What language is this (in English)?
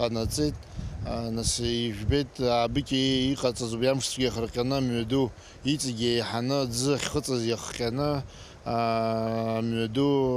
Abkhazian